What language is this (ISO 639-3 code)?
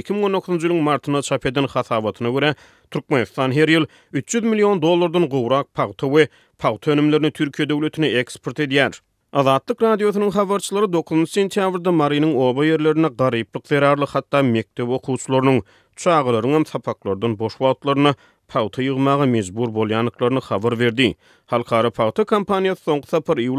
tuk